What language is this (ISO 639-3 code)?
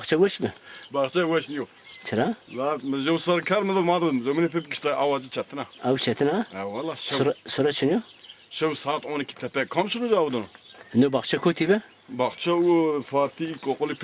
zza